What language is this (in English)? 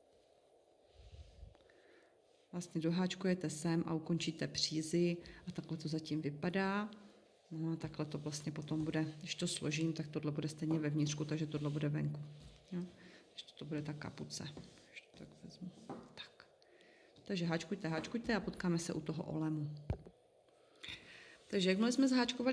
Czech